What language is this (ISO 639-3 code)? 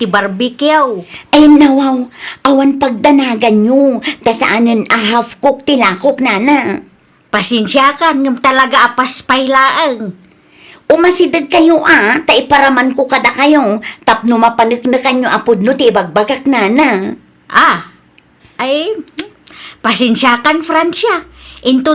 ilo